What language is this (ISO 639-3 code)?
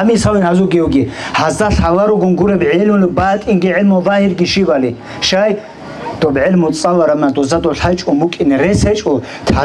ava